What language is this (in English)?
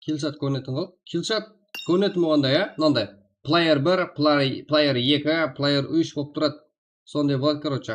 Kara-Kalpak